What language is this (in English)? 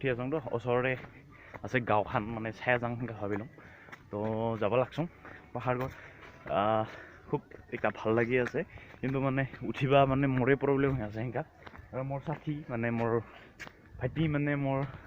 Assamese